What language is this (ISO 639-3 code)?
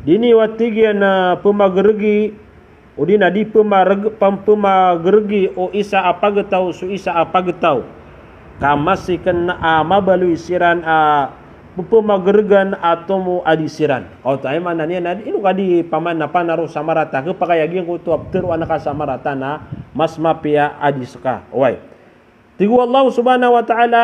mrw